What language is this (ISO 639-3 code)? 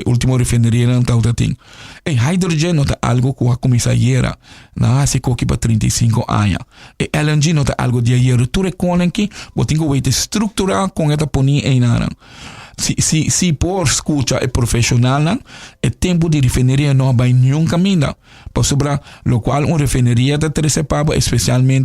pap